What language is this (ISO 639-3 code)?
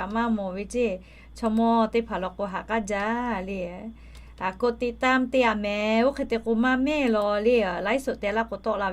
lhu